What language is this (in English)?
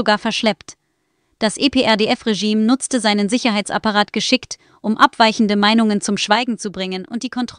German